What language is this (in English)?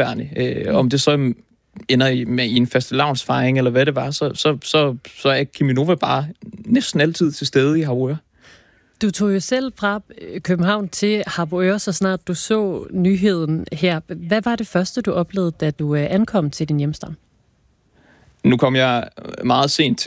Danish